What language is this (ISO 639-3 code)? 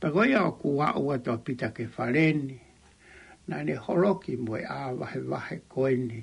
ton